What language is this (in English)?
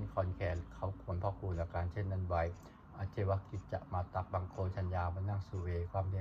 Pali